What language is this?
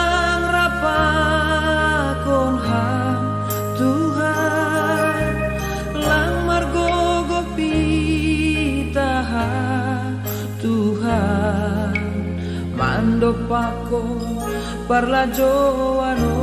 Batak Simalungun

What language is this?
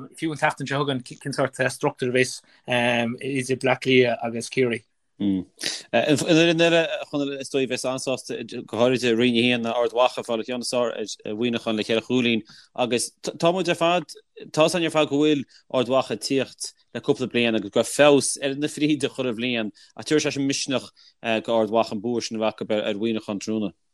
Irish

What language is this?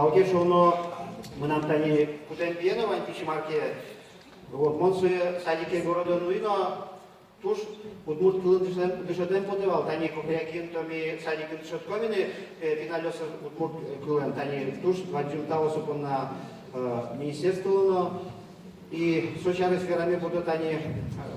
Udmurt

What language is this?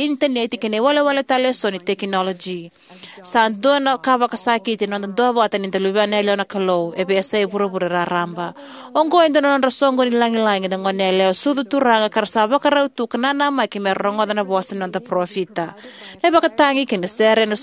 Fijian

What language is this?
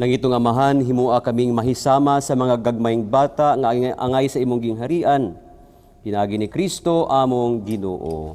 Cebuano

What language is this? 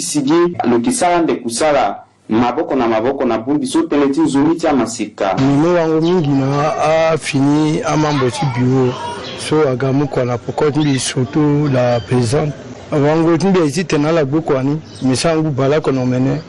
Sango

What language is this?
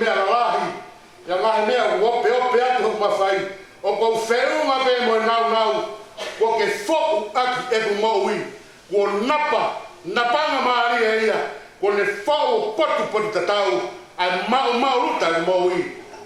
Tongan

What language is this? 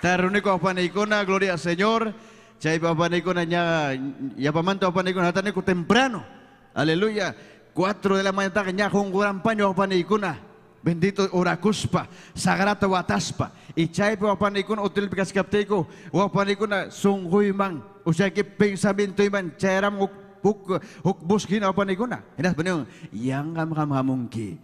Ayacucho Quechua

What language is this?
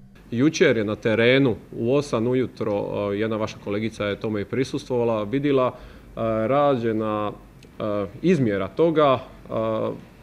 Croatian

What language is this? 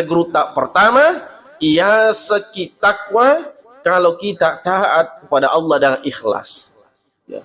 Buginese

